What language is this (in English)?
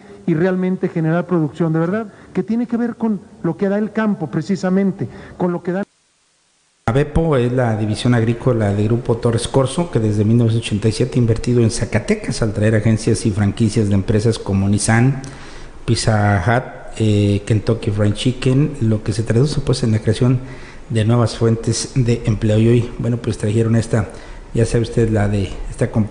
Spanish